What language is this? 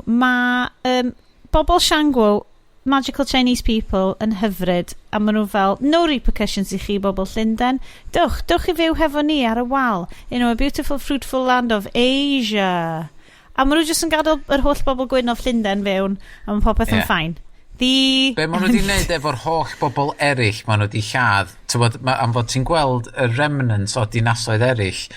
Welsh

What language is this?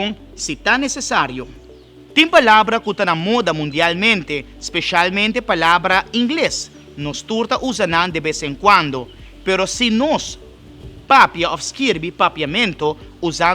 Papiamento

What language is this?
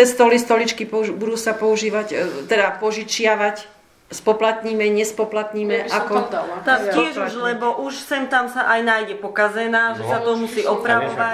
Slovak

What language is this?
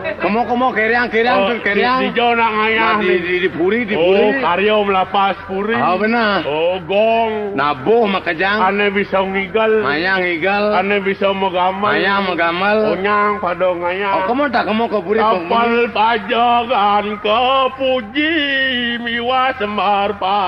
Balinese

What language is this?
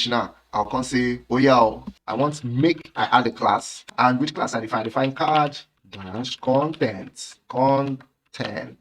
Nigerian Pidgin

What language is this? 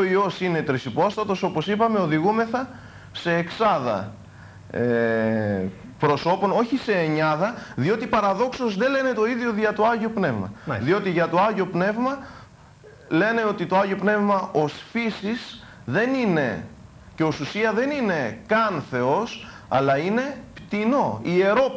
Greek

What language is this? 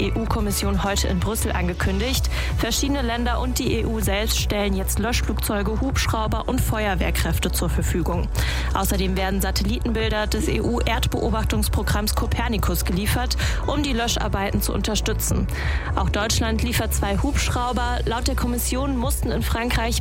German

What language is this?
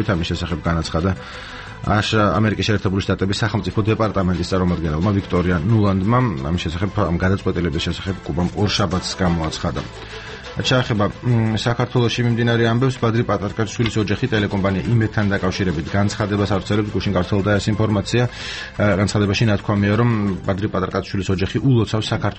Georgian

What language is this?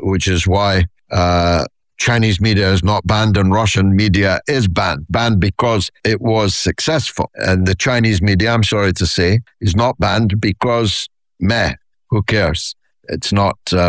English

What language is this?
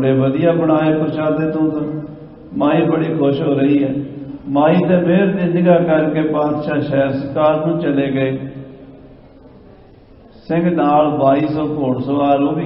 Punjabi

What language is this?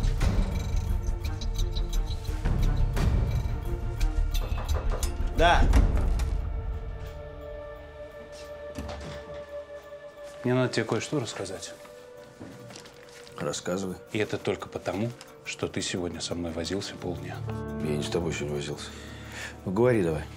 Russian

